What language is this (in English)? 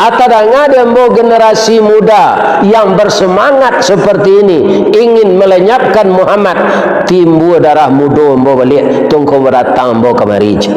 Minangkabau